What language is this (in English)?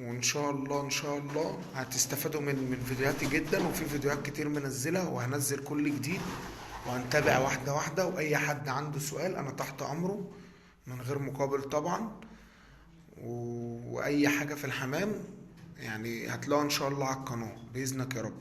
Egyptian Arabic